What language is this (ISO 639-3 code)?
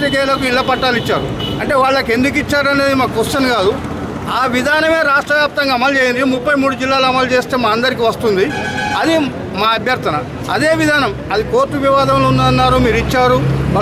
tel